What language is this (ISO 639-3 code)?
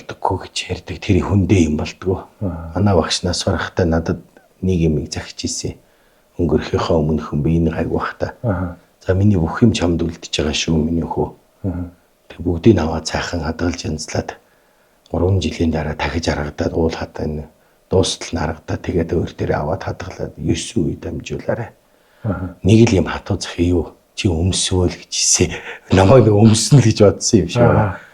mon